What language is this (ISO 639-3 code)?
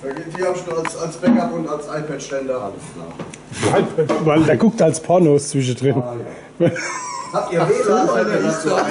pfl